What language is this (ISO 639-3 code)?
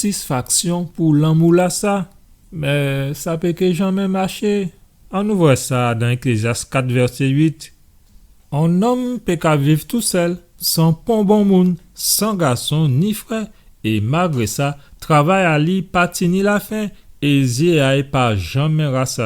gcf